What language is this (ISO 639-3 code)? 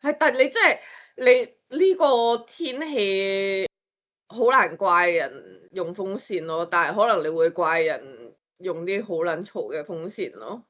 yue